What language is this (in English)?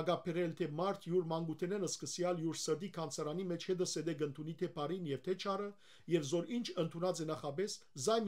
Western Armenian